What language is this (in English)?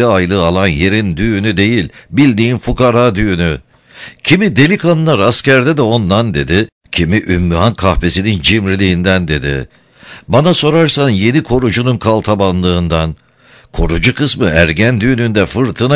Turkish